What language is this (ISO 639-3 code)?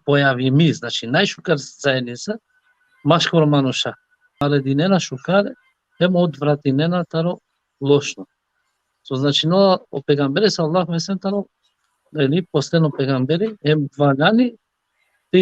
rmn